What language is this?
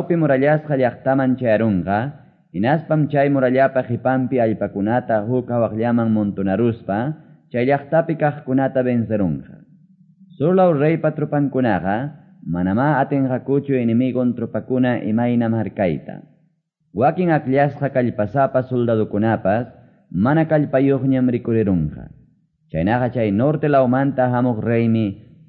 Quechua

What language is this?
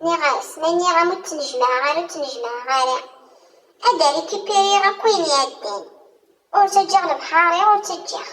Kabyle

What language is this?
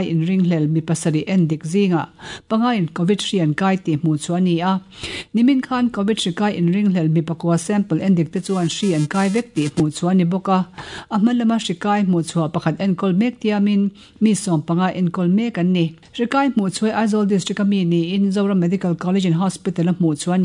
Mizo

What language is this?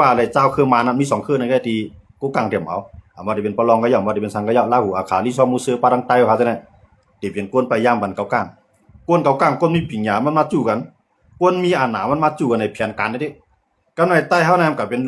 Shan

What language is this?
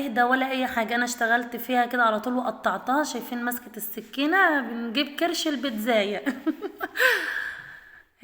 Egyptian Arabic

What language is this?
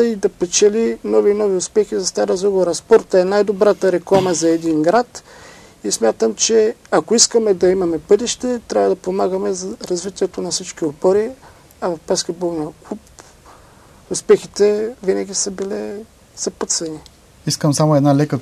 Bulgarian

